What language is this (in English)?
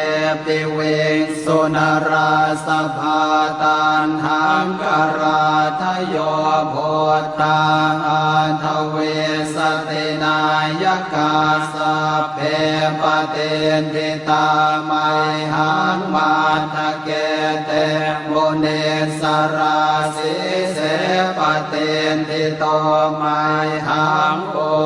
Pali